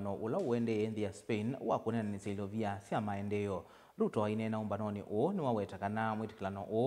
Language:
Kamba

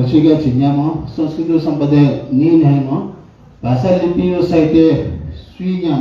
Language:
Newari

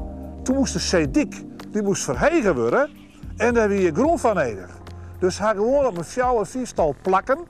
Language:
Western Frisian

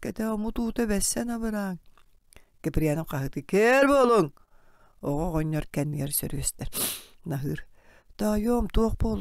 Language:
Yakut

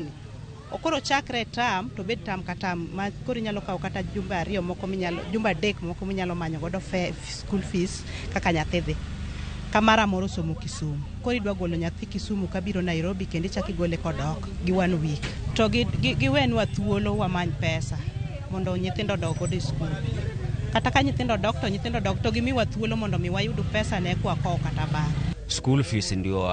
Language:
Luo (Kenya and Tanzania)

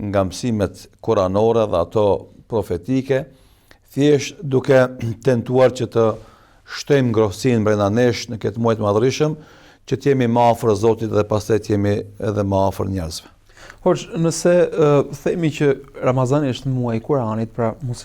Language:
Albanian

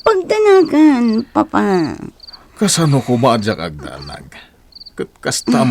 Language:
Iloko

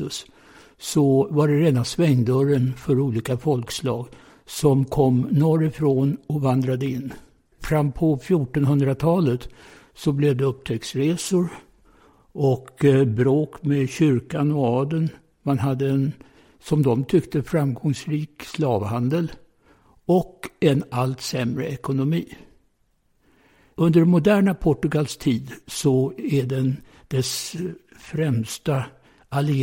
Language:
Swedish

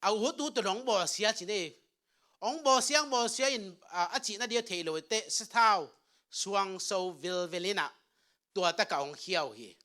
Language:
Tedim Chin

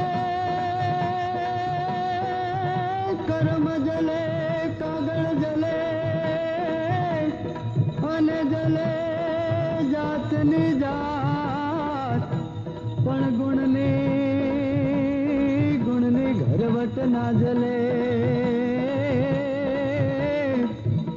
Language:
Gujarati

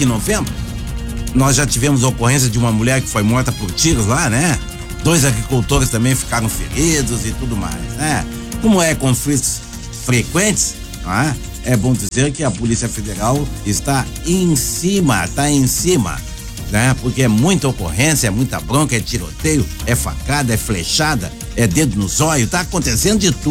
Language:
Portuguese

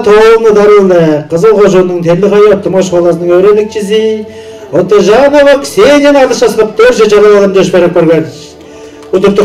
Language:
Tuvinian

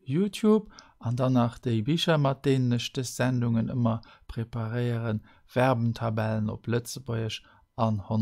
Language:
Luxembourgish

